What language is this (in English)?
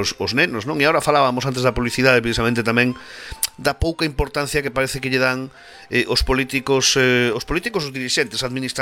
Galician